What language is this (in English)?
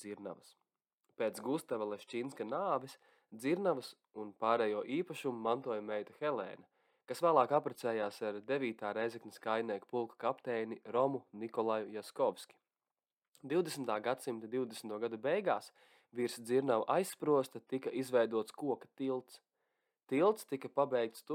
Latvian